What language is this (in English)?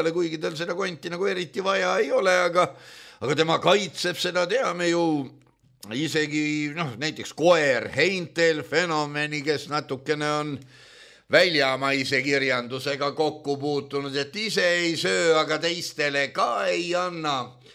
Estonian